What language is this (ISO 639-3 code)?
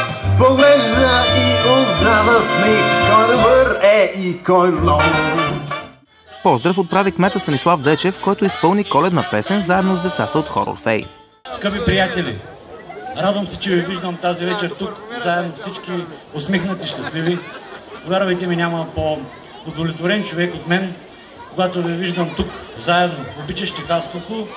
bul